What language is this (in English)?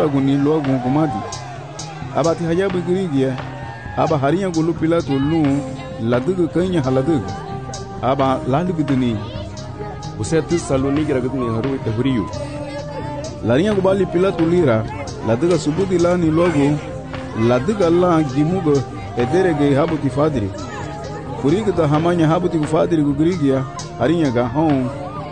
Garifuna